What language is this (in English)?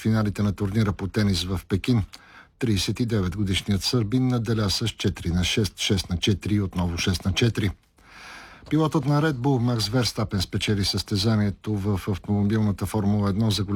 Bulgarian